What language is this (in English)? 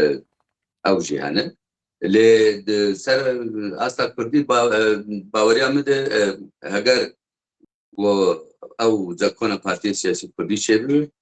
Kurdish